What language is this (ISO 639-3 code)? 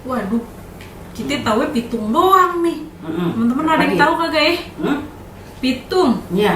bew